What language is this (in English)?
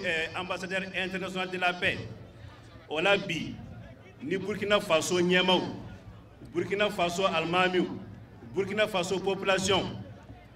Bambara